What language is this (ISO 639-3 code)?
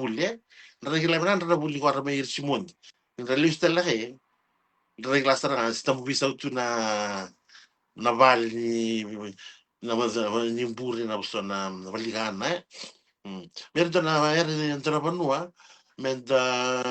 fij